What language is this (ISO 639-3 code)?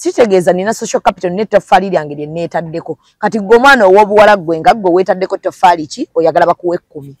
lug